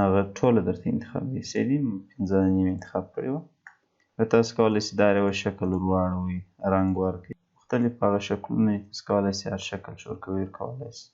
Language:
Pashto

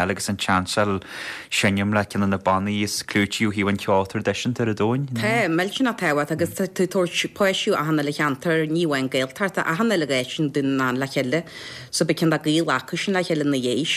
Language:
Irish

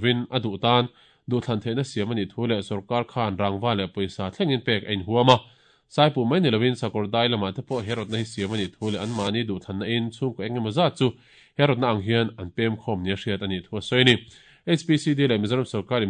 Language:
Mizo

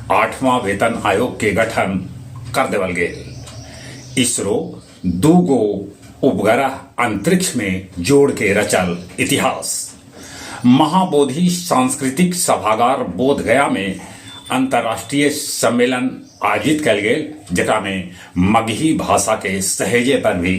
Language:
Magahi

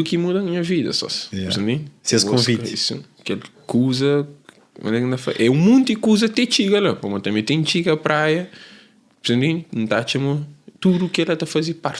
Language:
Kabuverdianu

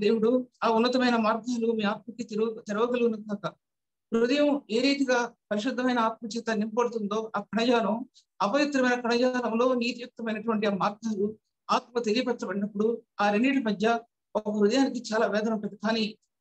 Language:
Telugu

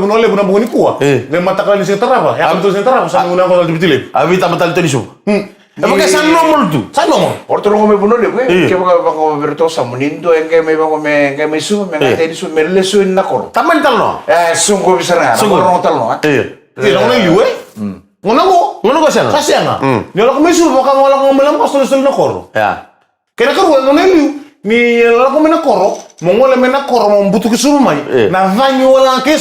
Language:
Fijian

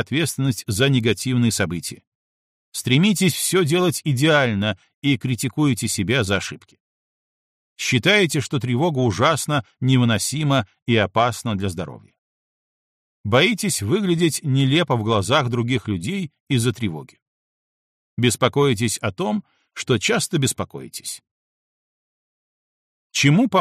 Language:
Russian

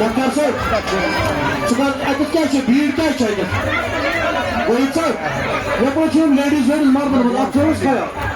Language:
Kashmiri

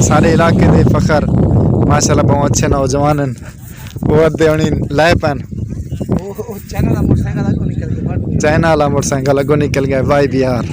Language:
Saraiki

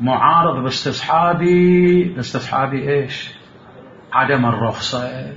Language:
Mesopotamian Arabic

